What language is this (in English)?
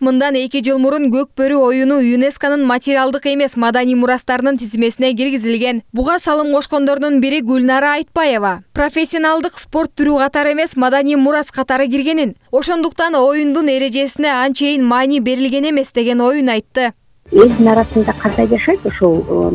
Kyrgyz